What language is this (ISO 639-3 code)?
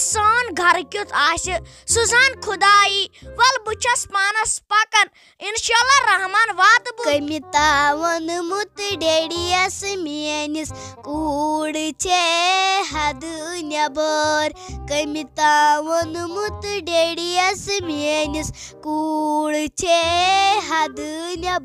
kas